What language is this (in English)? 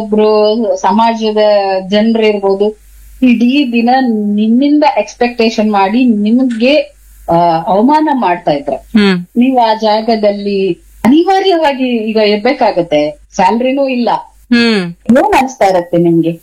Kannada